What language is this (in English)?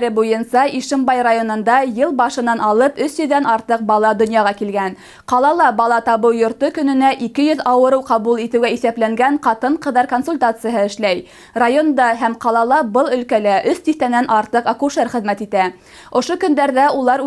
Bashkir